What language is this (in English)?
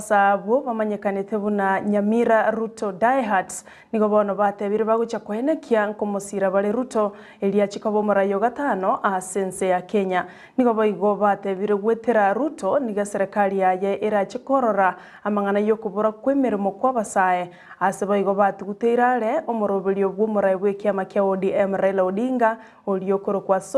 Gusii